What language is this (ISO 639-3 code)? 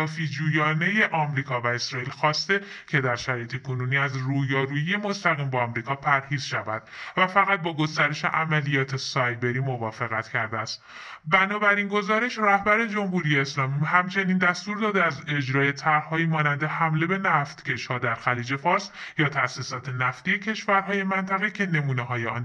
fas